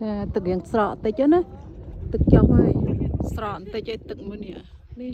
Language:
Khmer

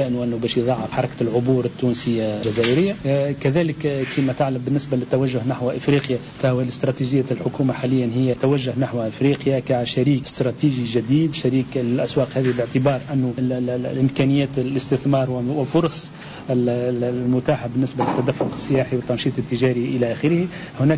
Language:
Tunisian Arabic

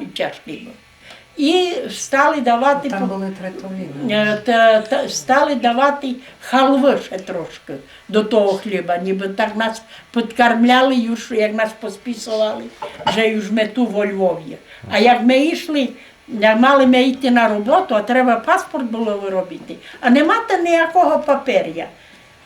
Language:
Rusyn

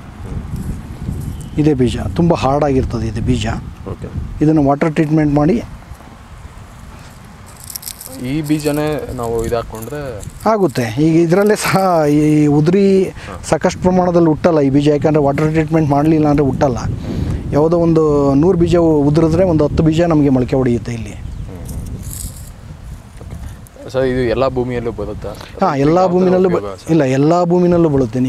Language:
Kannada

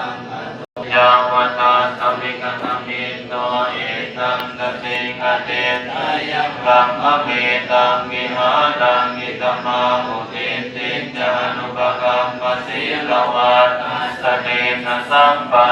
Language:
Pali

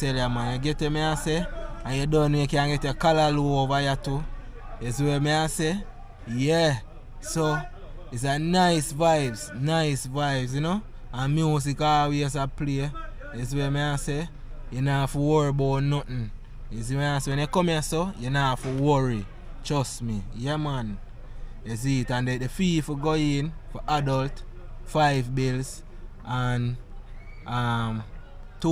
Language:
Jamaican Creole English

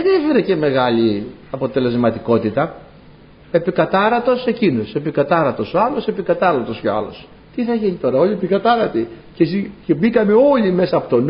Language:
Greek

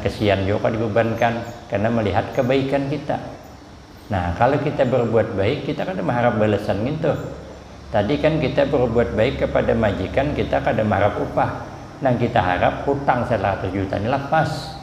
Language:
Banjar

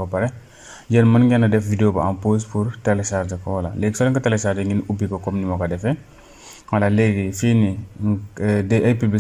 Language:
Wolof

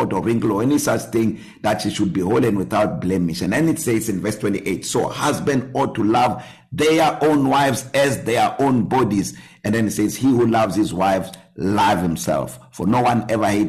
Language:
English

